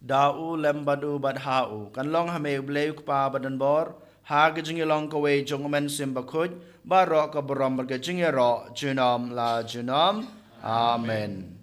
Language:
Khasi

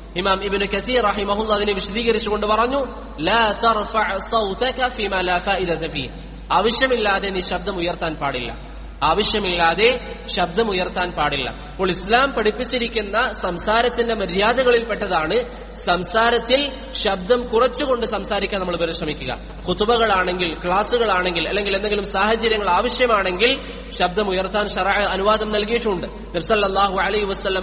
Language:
Malayalam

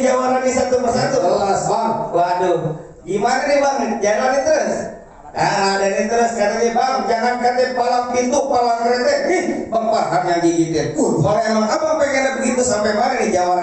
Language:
Betawi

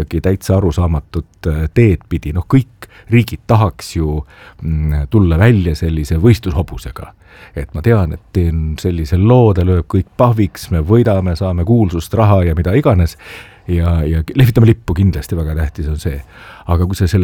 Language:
Estonian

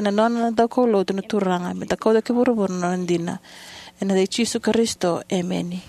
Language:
Fijian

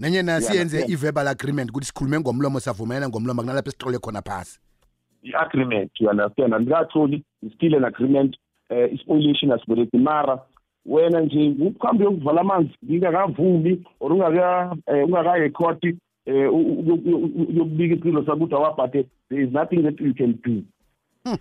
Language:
South Ndebele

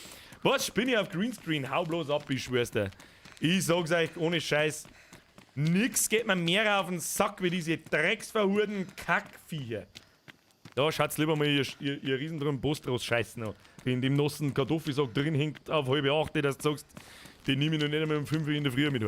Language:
Bavarian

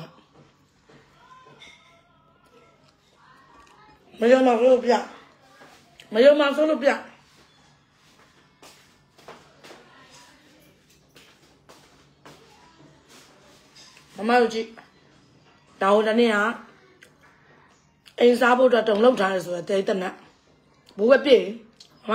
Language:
Burmese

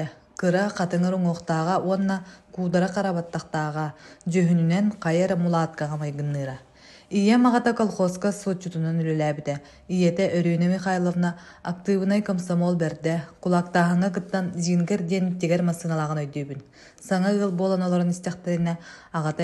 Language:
Yakut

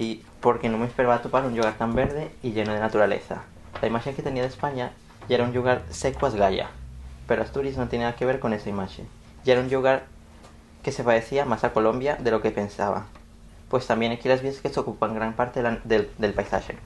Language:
Asturian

